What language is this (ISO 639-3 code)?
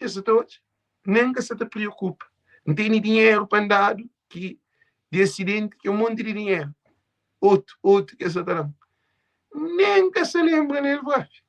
kea